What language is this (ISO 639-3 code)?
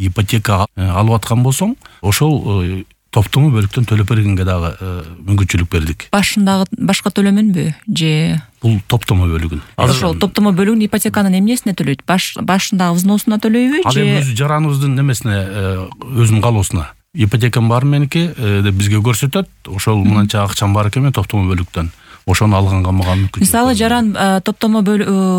kir